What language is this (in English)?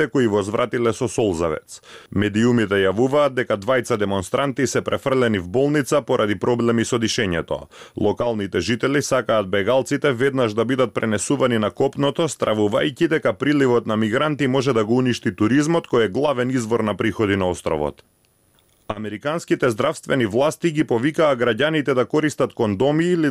Macedonian